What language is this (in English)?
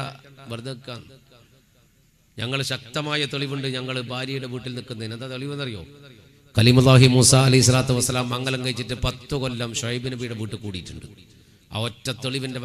Malayalam